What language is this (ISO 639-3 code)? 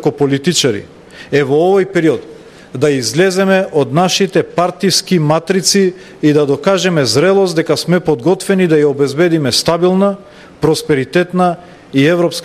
mkd